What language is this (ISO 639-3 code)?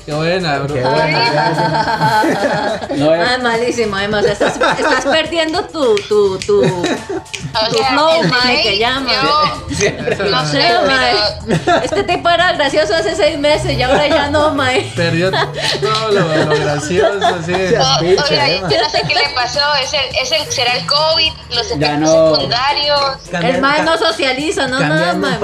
spa